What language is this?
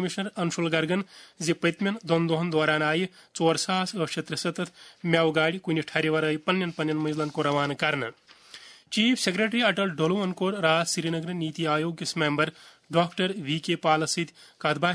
Kashmiri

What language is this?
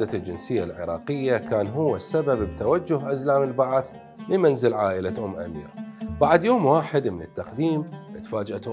Mesopotamian Arabic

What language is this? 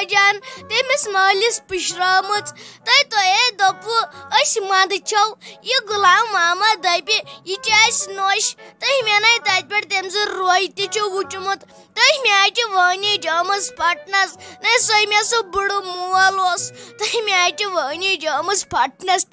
Kashmiri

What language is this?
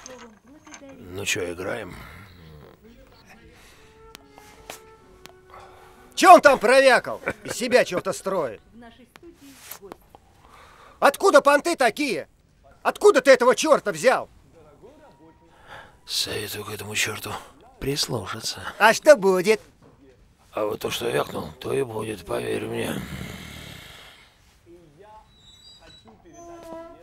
Russian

